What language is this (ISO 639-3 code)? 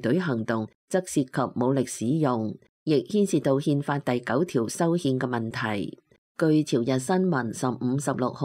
yue